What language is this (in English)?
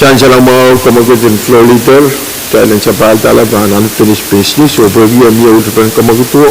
Pohnpeian